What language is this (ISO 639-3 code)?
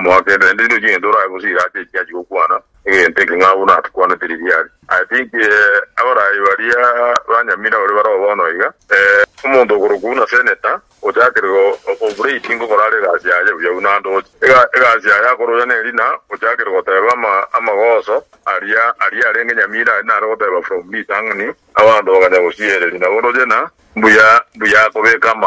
guz